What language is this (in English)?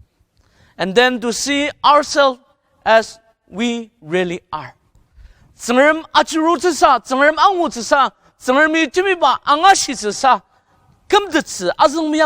Ao Naga